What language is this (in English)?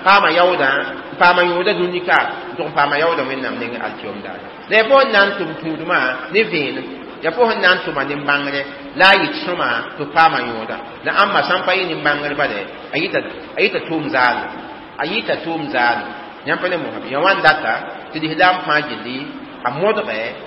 Mossi